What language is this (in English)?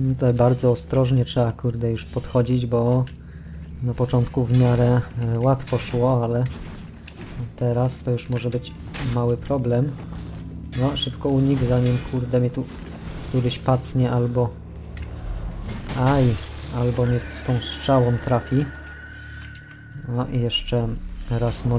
Polish